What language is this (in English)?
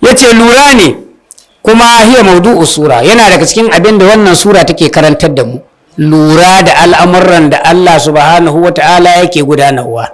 Hausa